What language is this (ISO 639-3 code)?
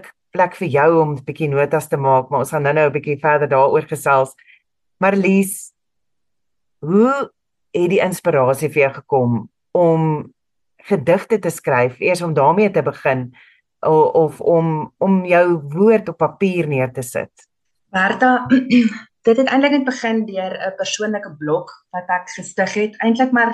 afr